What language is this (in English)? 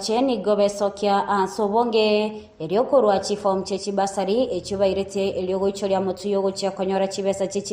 Gusii